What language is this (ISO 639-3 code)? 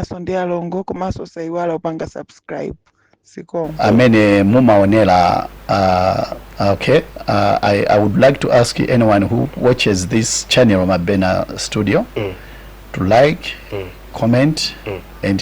nya